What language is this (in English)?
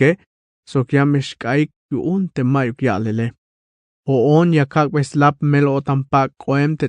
Tzeltal